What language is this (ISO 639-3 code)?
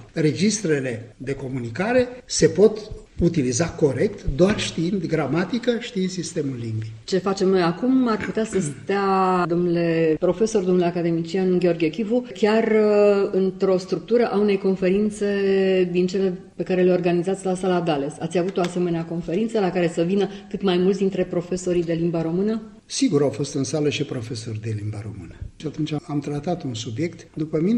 ron